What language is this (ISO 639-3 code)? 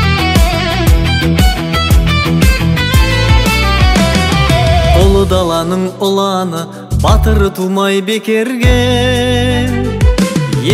kaz